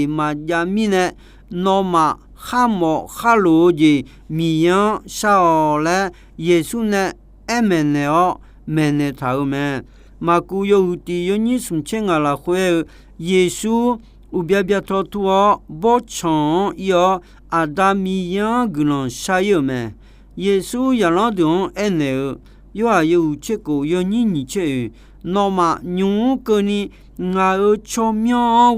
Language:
Akha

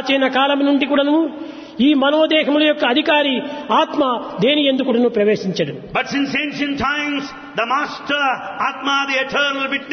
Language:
Telugu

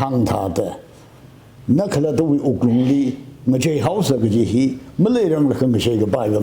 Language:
Tangkhul Naga (India)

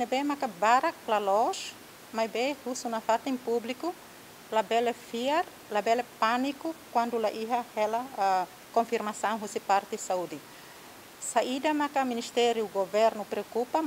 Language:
Tetum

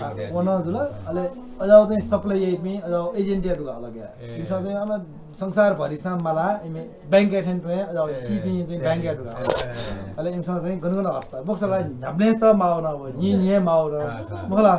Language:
Newari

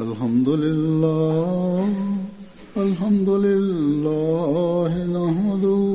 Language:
Bosnian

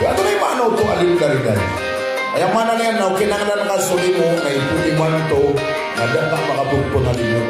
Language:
Maranao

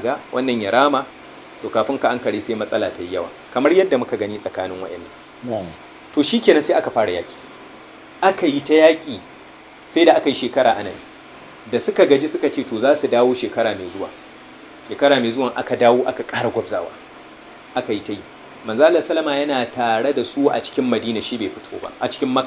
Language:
Hausa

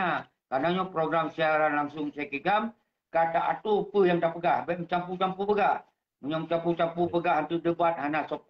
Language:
Achinese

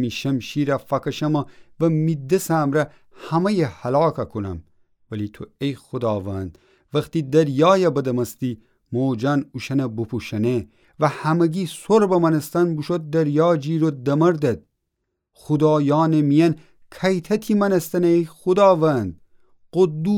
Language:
Gilaki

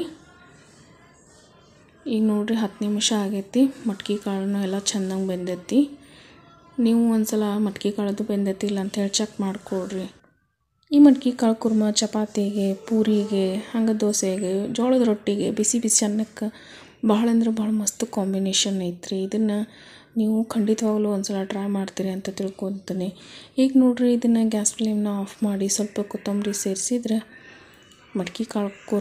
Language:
Kannada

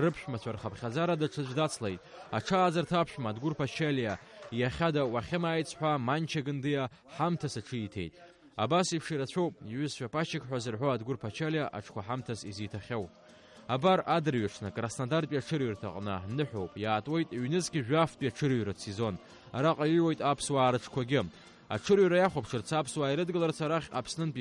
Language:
Abkhazian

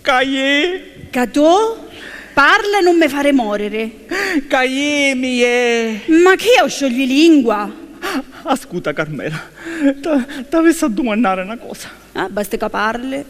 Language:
Sicilian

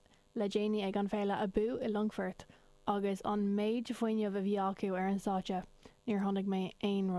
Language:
Irish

